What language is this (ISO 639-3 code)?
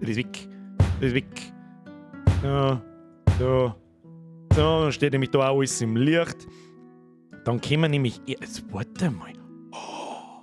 bar